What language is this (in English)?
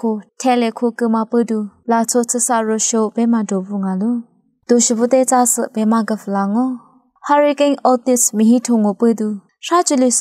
Lisu